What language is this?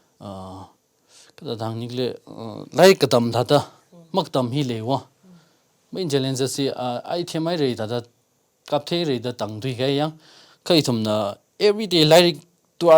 Tangkhul Naga (India)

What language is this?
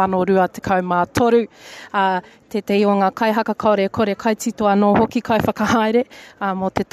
Māori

